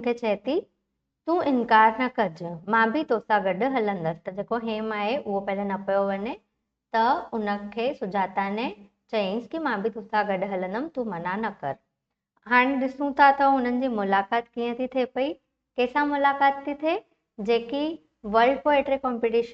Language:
Sindhi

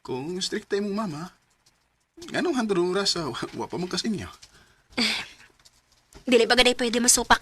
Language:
Cebuano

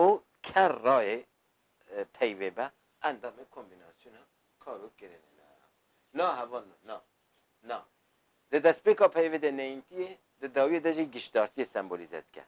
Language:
Kurdish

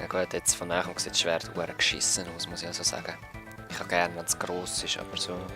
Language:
Swiss German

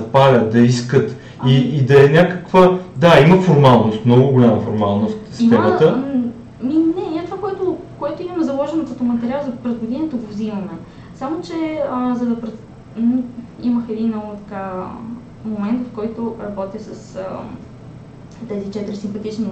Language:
Bulgarian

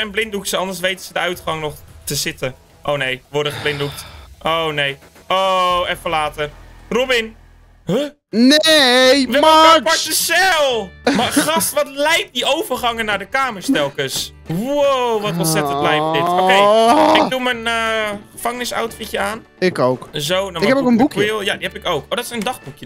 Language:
Dutch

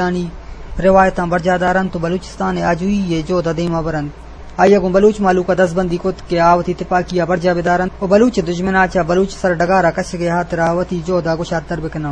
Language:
Eastern Balochi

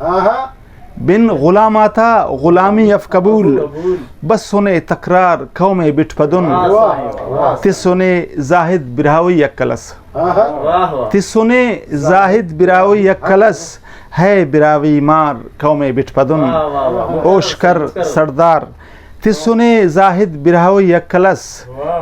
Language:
Brahui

